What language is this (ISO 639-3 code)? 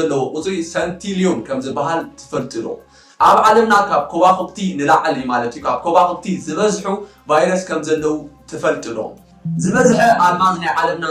tir